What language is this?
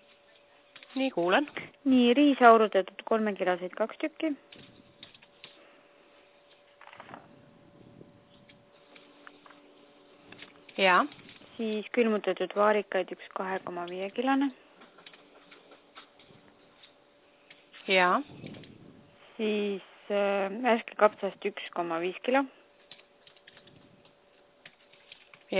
Estonian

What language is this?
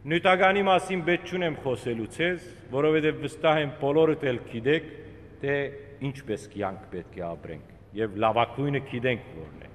Western Armenian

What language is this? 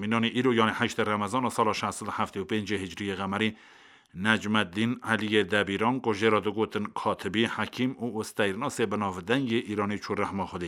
Kurdish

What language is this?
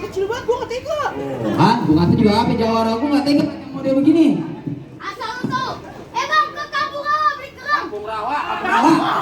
Betawi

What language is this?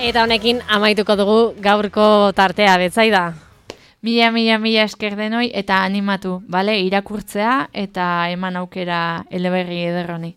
Basque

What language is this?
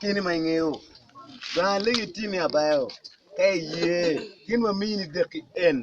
Acoli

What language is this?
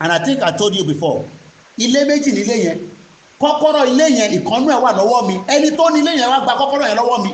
Yoruba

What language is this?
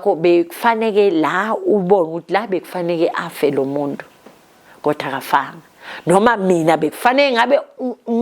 Zulu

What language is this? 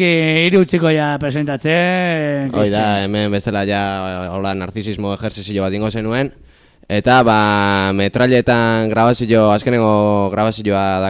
Basque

